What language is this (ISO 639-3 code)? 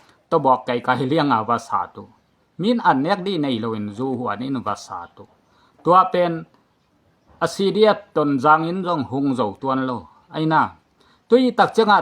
ctd